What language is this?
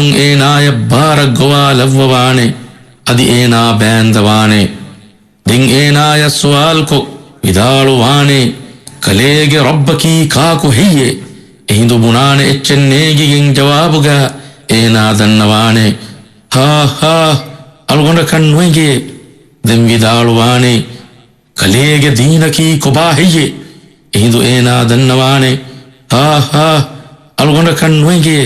Divehi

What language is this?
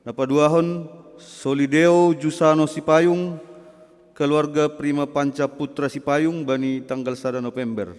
Batak Simalungun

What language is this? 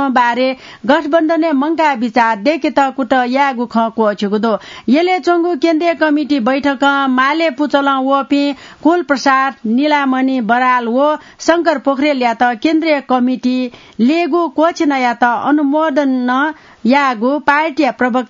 Newari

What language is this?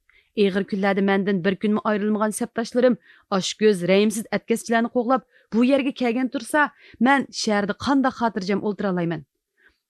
Uyghur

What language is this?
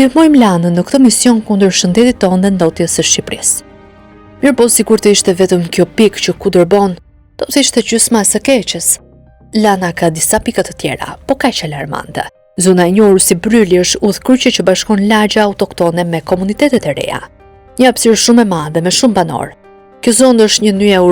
Albanian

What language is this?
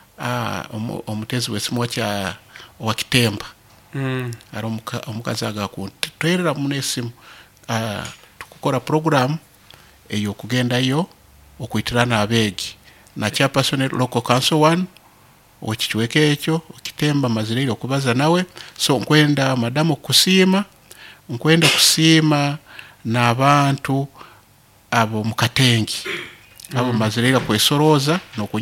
Nyoro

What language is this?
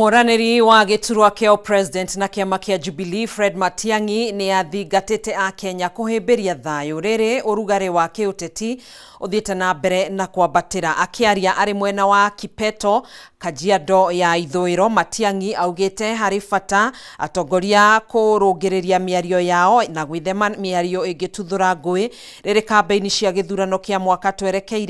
Kikuyu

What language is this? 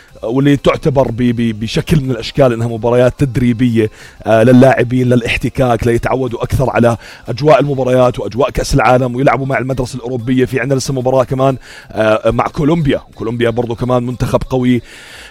North Levantine Arabic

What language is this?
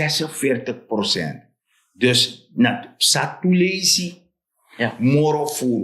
Sranan Tongo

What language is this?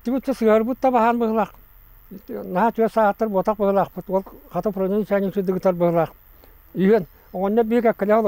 Yakut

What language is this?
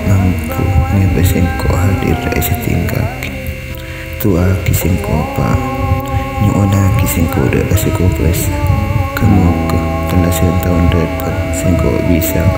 Madurese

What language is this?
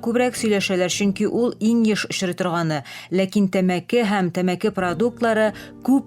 Tatar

